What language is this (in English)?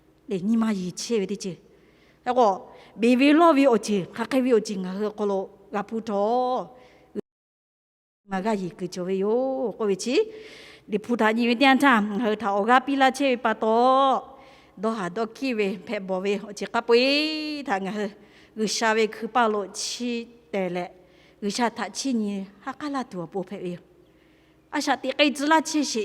Lahu